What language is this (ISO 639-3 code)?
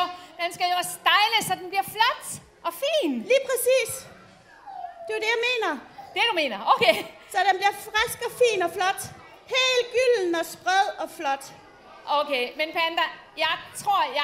dan